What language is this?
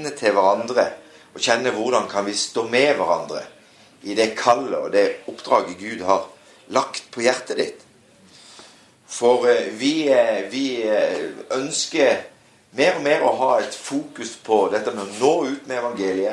Norwegian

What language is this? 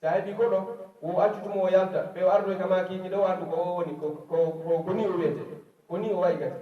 Pular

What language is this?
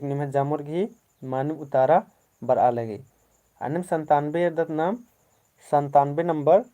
Kurukh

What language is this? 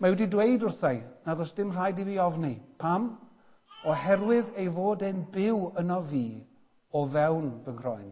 Welsh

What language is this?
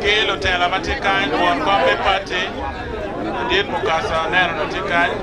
Acoli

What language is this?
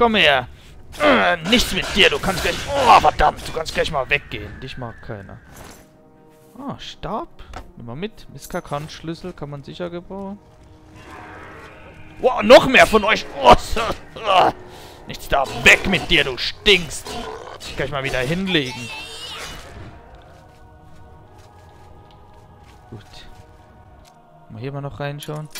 German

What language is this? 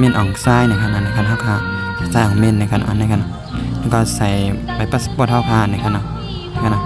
Shan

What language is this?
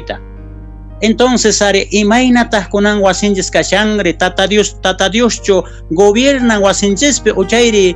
South Bolivian Quechua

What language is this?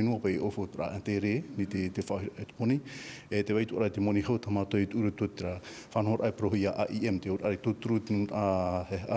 Tahitian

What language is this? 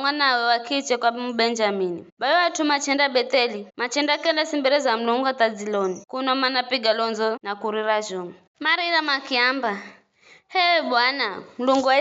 Giryama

